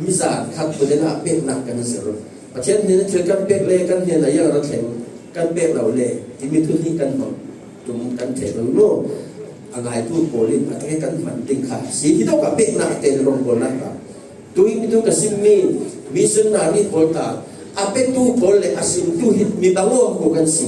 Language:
Falam Chin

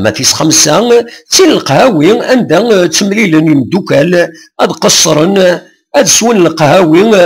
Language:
Kabyle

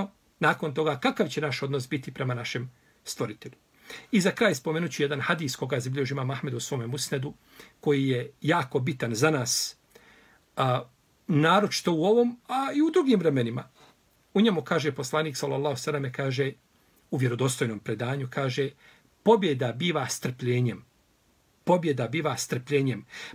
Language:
Bosnian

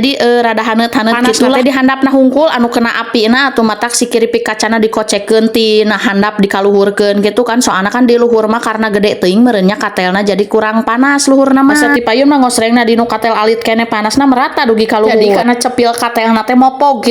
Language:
Sundanese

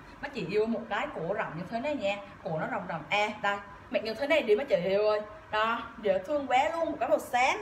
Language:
Vietnamese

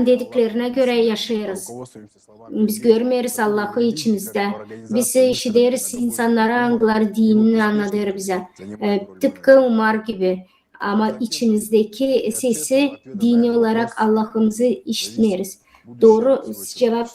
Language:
Gagauz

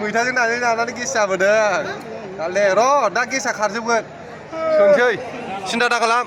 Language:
Bodo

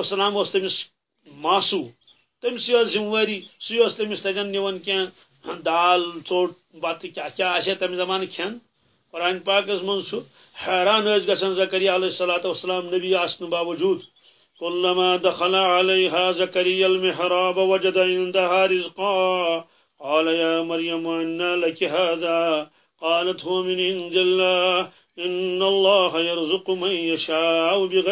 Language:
Kashmiri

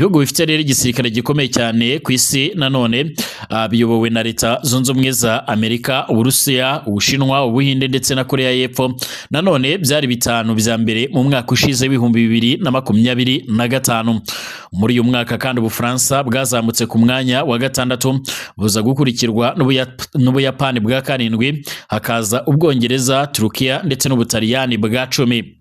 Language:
Kinyarwanda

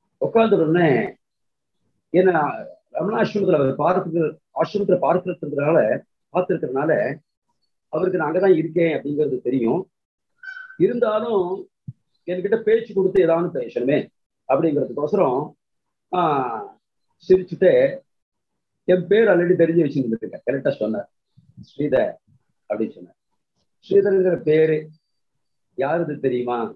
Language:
Tamil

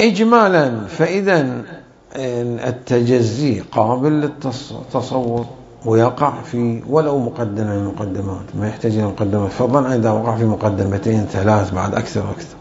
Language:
Mesopotamian Arabic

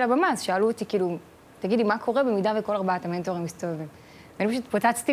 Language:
Hebrew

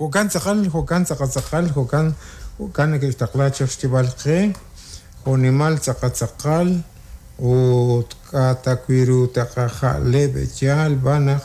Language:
Kekchí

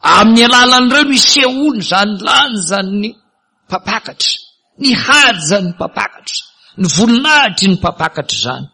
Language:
Malagasy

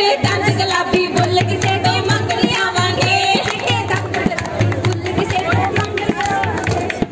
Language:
Punjabi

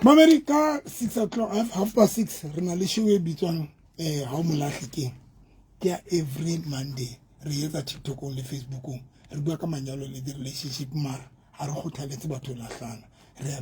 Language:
Southern Sotho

